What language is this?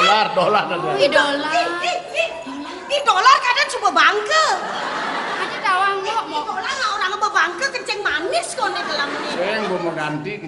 Balinese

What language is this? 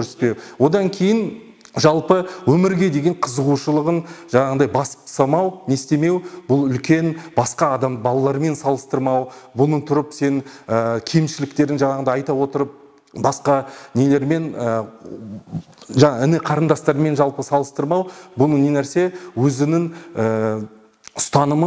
Kazakh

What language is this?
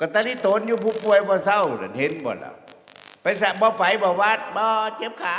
Northeastern Thai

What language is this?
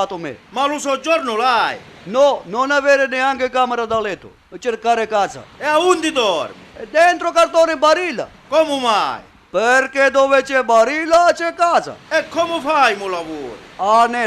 Sicilian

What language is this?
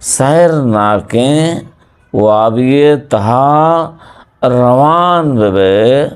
Eastern Balochi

